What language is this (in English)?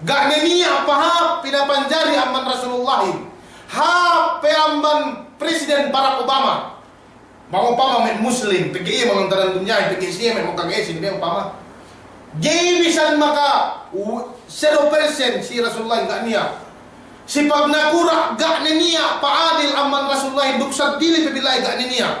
Yakan